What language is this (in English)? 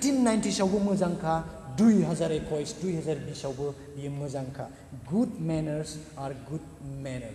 Bodo